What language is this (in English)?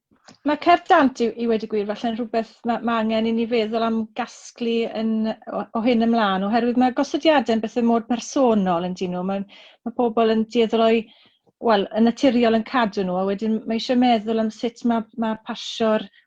Welsh